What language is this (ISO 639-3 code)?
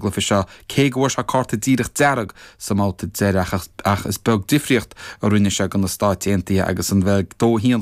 gle